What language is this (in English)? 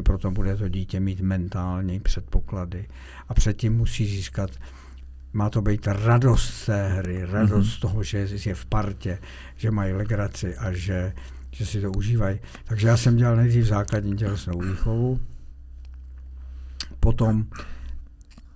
Czech